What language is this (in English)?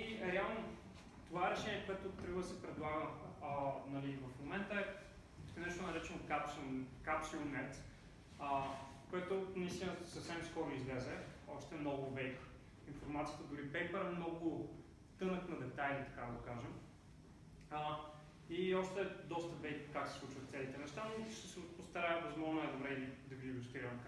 Bulgarian